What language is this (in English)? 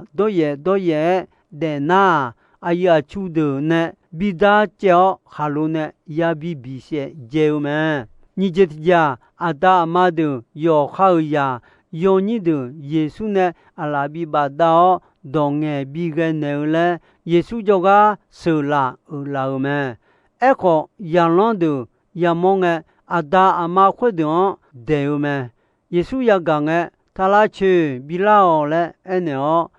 Akha